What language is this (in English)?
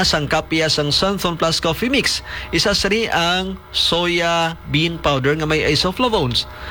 Hiligaynon